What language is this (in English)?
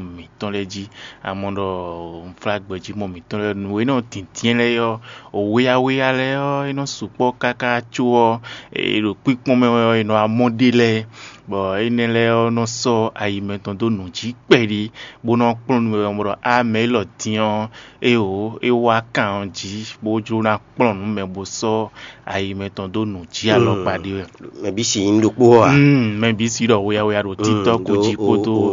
Fon